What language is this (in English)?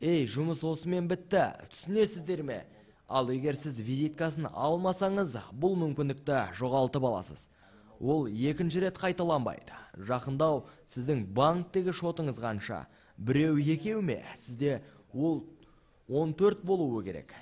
Kazakh